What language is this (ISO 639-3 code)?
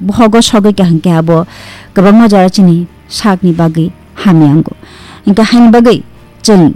trp